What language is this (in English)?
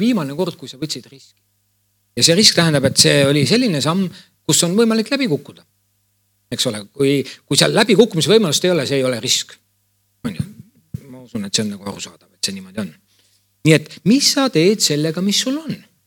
Estonian